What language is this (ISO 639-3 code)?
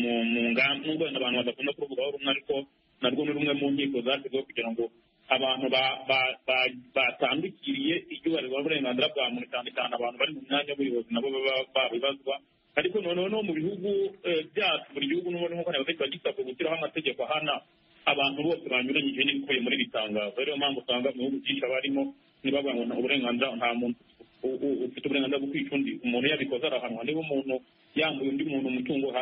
kin